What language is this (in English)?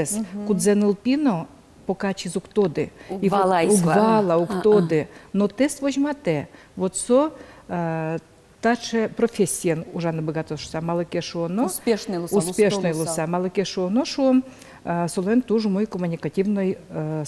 Udmurt